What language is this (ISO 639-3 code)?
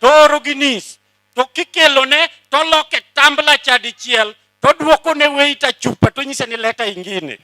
luo